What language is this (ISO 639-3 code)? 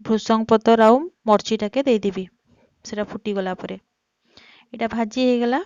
ori